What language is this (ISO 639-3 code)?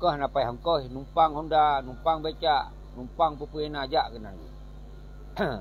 ace